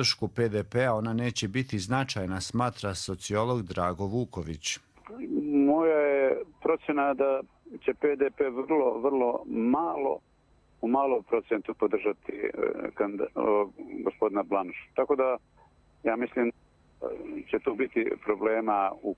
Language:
Croatian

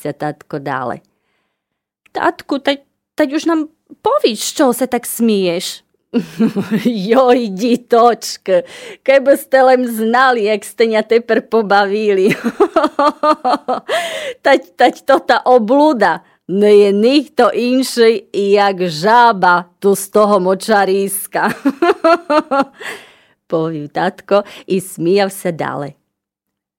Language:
Rusyn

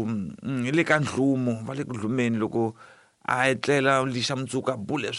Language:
Tsonga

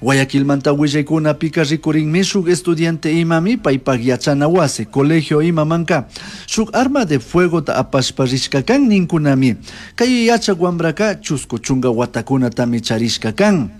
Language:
Chimborazo Highland Quichua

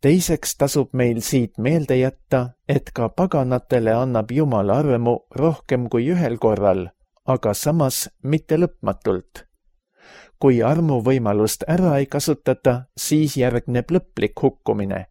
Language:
Estonian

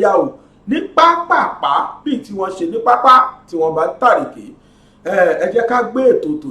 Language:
Yoruba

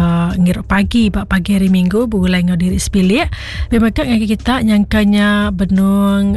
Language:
Iban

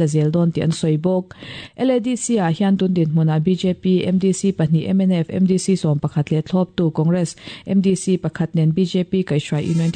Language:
Mizo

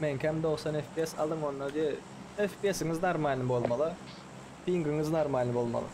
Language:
Turkmen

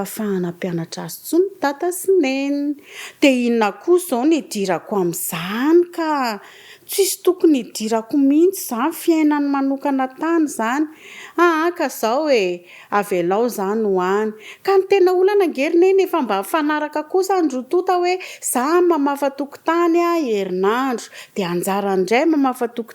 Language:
Malagasy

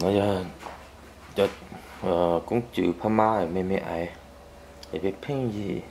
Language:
Hmong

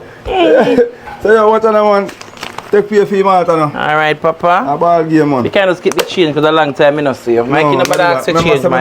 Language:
Jamaican Creole English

